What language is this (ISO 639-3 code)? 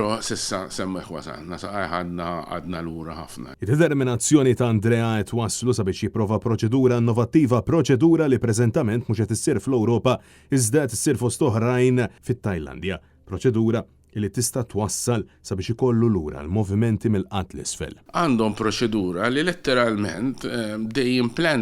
mlt